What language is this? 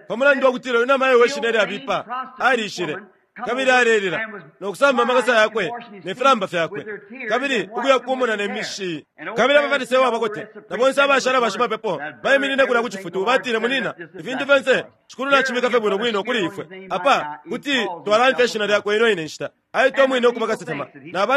Bemba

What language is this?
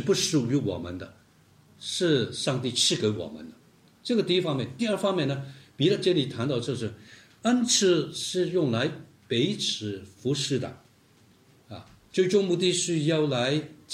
Chinese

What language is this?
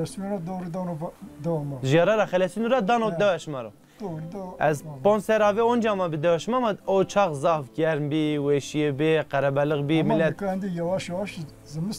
Zaza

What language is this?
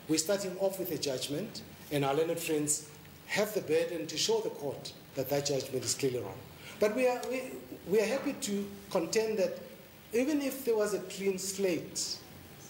English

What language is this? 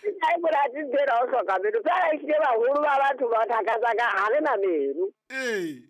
Southern Sotho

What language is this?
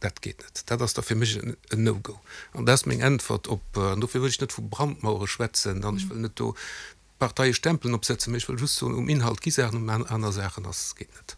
Luxembourgish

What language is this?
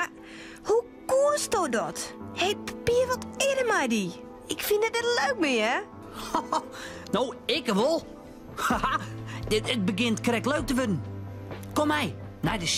Western Frisian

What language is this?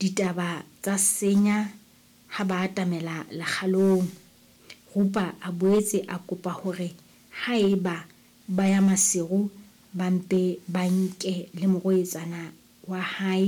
Southern Sotho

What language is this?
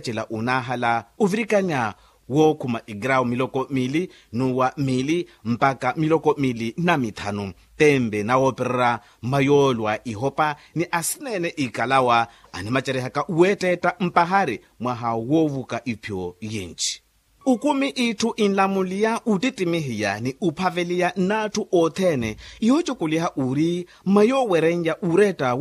Makhuwa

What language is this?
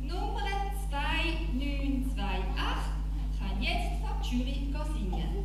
Swiss German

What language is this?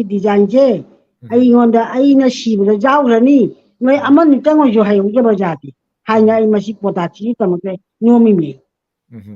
Manipuri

